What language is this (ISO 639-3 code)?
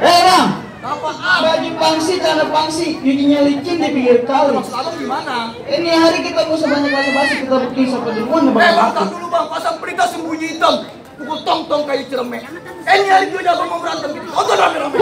bew